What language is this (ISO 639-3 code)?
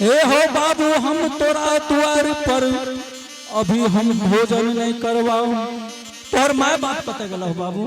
anp